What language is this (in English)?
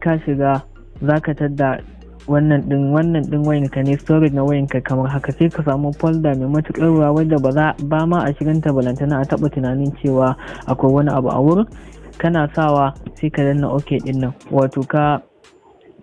Hausa